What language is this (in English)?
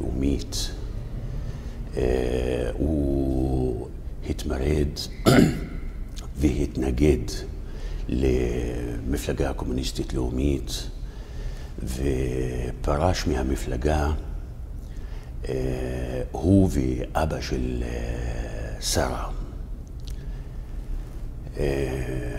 Hebrew